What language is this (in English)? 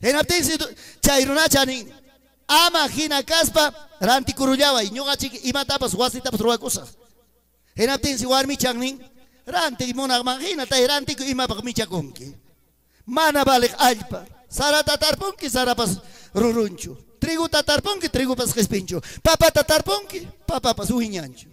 Ayacucho Quechua